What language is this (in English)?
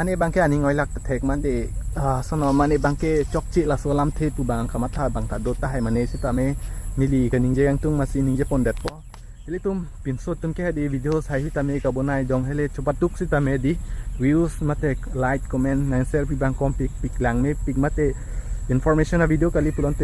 Karbi